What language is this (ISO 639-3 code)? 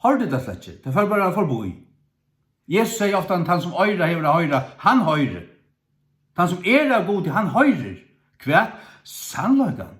fao